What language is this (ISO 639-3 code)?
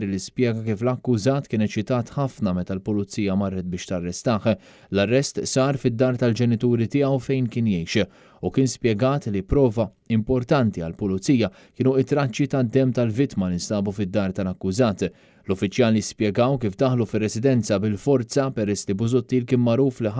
mlt